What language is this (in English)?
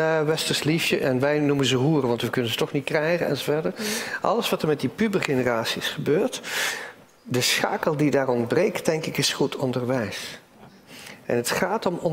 Dutch